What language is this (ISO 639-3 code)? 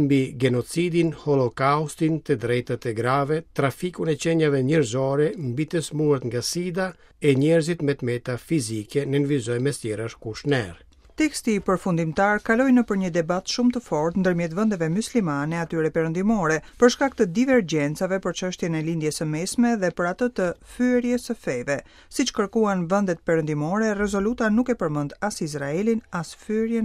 sqi